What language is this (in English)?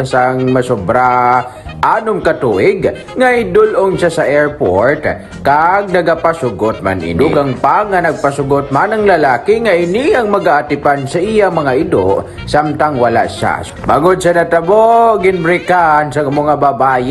Hiligaynon